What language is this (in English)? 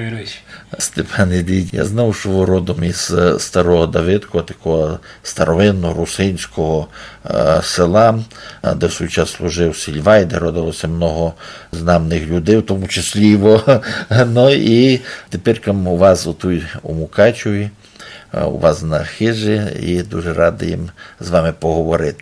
Rusyn